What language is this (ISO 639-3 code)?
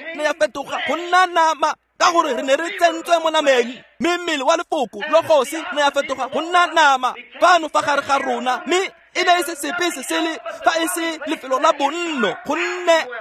tsn